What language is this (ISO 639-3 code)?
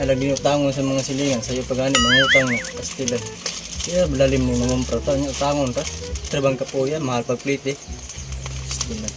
ceb